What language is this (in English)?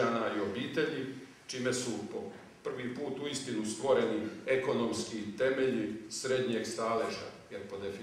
Croatian